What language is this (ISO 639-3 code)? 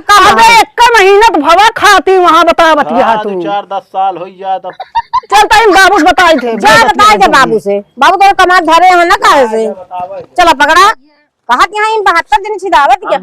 awa